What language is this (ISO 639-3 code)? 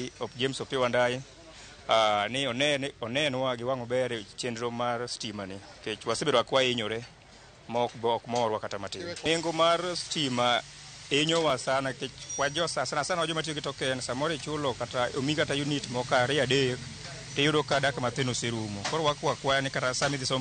luo